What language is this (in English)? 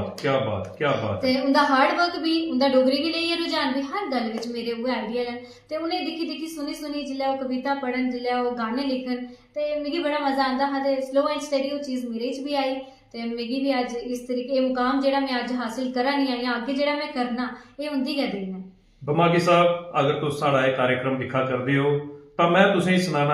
Dogri